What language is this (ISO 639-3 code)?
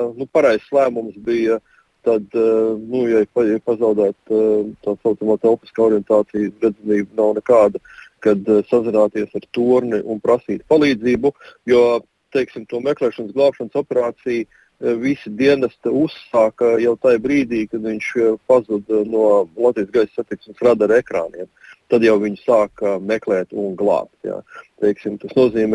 lav